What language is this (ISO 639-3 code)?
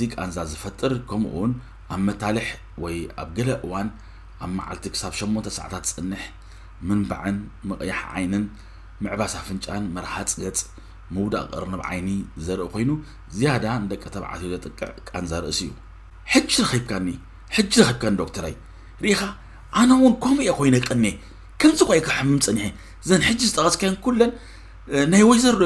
tir